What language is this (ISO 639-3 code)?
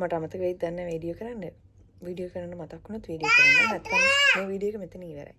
sin